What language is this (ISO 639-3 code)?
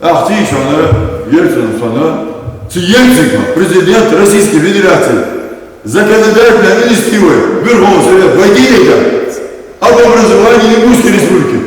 inh